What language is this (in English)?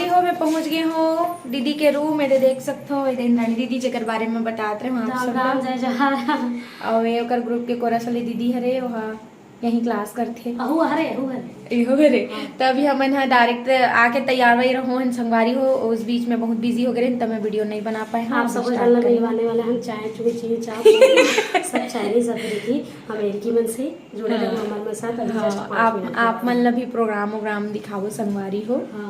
Chhattisgarhi